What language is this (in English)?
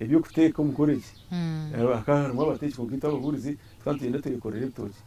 Nyankole